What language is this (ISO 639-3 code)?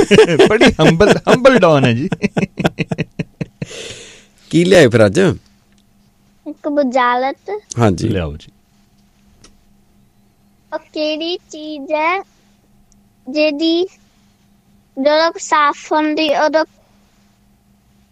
pan